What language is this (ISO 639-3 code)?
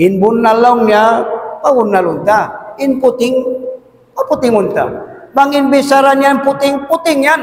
tsg